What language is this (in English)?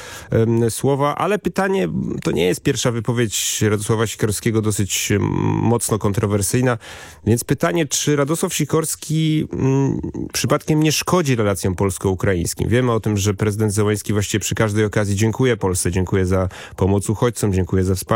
Polish